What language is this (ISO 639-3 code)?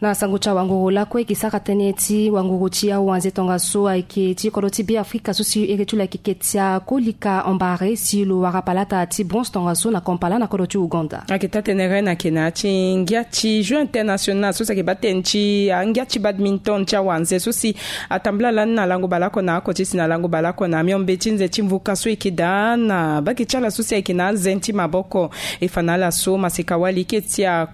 sag